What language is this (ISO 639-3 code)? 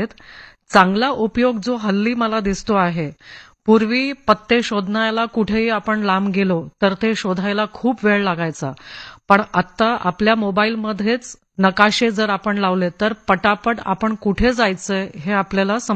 mar